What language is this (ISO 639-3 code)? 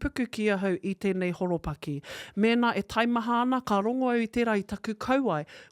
mri